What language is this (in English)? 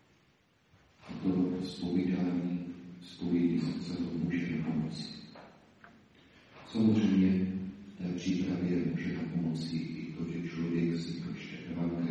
Czech